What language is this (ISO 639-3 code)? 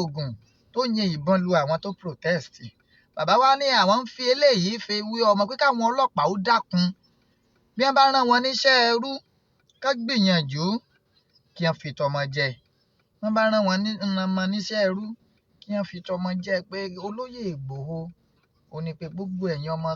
yor